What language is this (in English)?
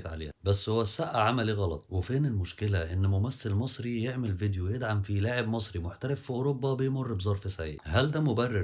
Egyptian Arabic